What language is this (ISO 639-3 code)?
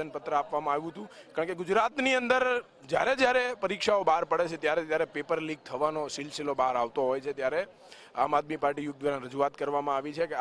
guj